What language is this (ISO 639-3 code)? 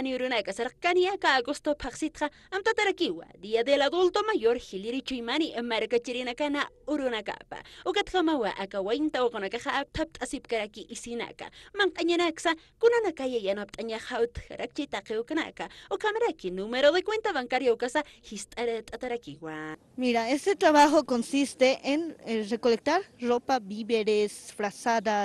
aym